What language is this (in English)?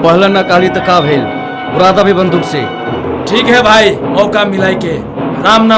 Maithili